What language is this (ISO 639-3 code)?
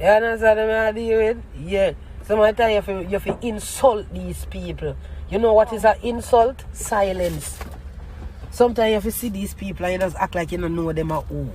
jam